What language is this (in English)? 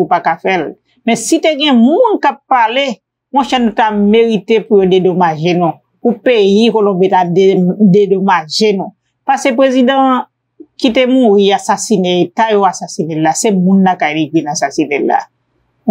Haitian Creole